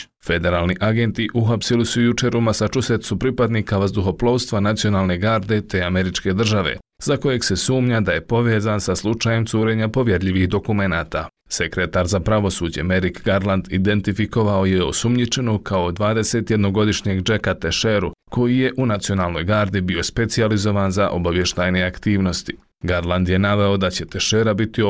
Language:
Bosnian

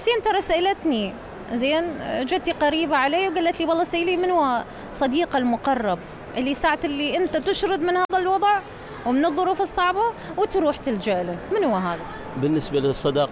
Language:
Mesopotamian Arabic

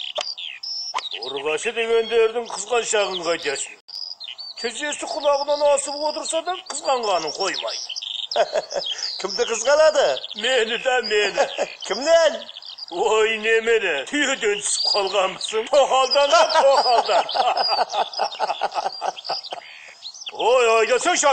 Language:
Kazakh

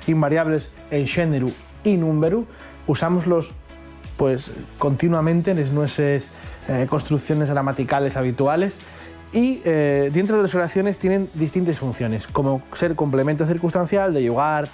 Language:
Asturian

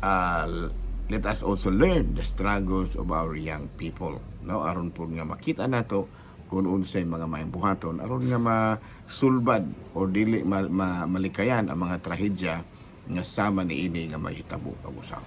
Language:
Cebuano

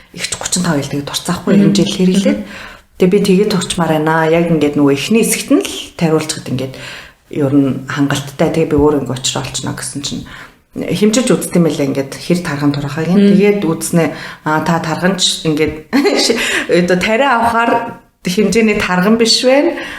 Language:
Mongolian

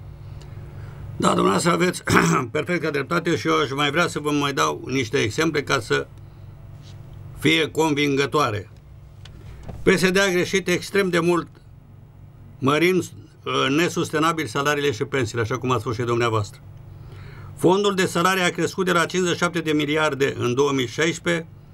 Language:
Romanian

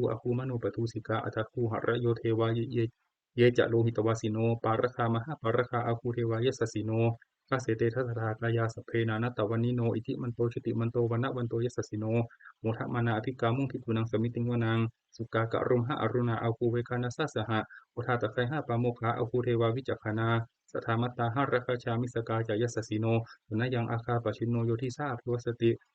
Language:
Pali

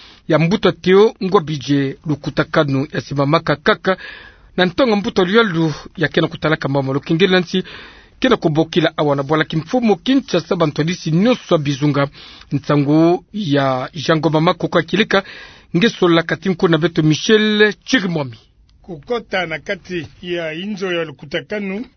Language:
Kituba (Democratic Republic of Congo)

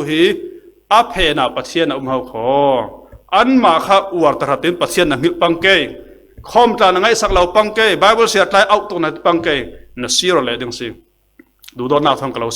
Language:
Falam Chin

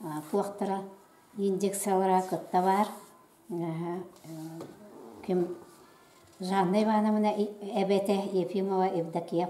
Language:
Yakut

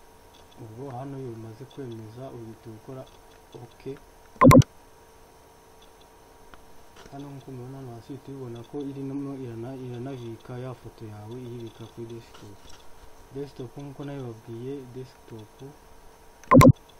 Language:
Kinyarwanda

